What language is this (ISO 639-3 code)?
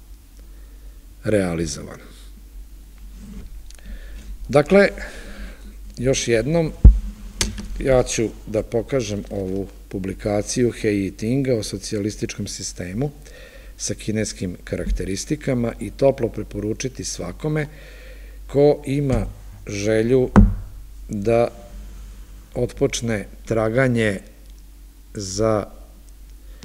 srp